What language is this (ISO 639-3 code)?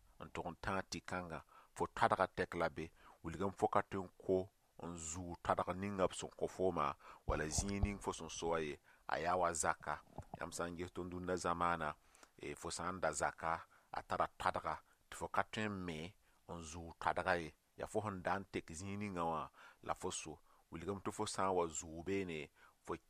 mos